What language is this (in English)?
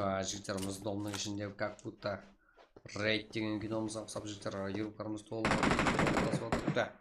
Kara-Kalpak